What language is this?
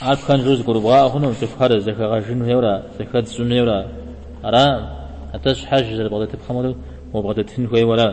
Kabardian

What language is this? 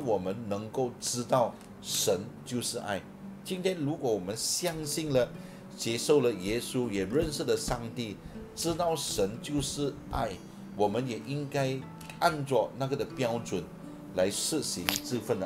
Chinese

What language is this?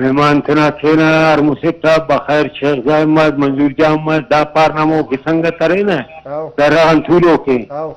Brahui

